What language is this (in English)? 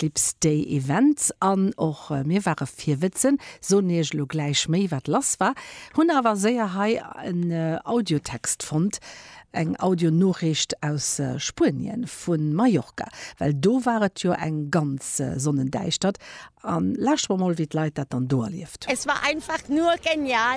Luxembourgish